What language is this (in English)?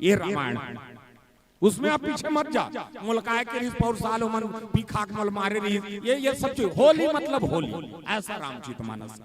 Chhattisgarhi